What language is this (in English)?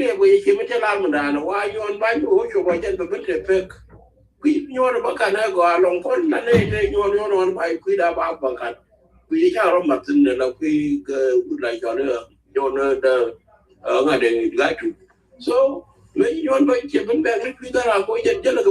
Nuer